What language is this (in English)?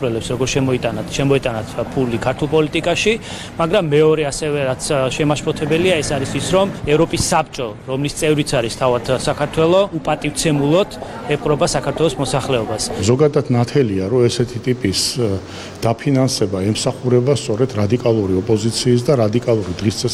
Georgian